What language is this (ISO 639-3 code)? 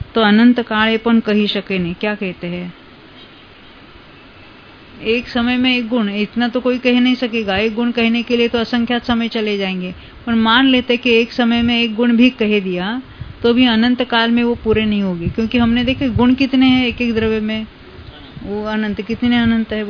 hin